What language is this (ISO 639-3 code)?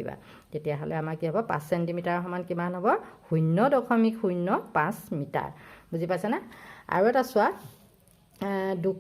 asm